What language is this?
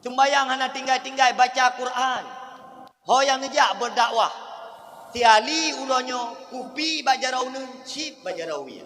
Achinese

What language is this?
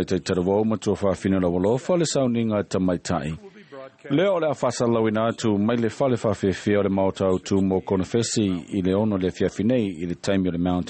Samoan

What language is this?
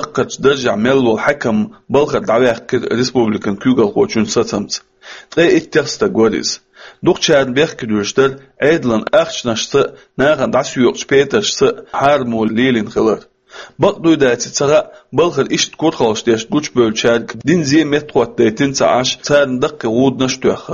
Chechen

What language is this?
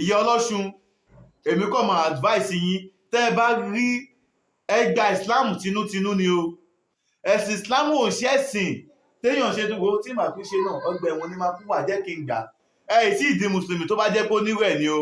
Yoruba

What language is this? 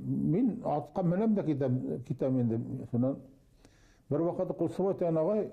Bashkir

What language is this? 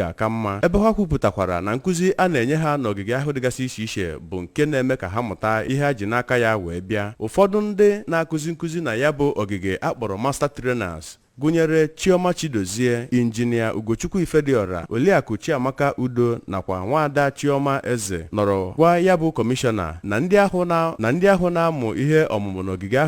Igbo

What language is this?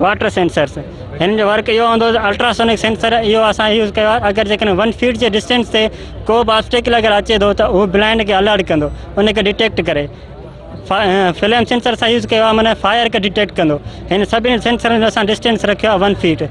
Sindhi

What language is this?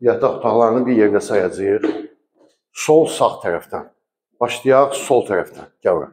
Azerbaijani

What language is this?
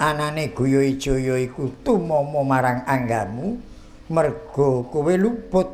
Javanese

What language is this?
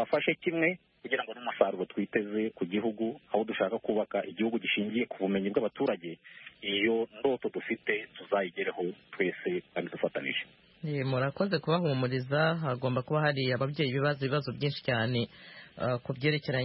Kinyarwanda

